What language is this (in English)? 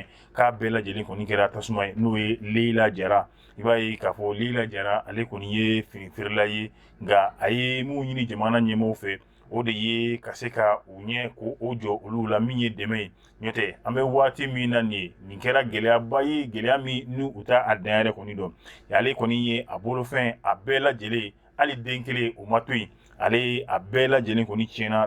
Bambara